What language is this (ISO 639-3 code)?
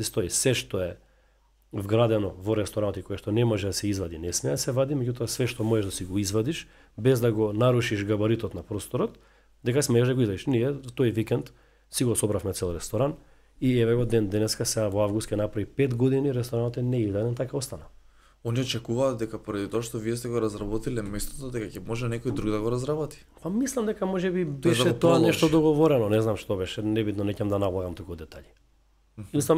mkd